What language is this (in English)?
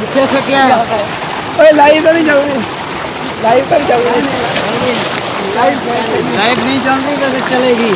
Saraiki